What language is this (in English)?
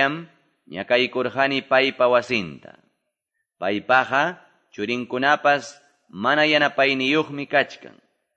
Quechua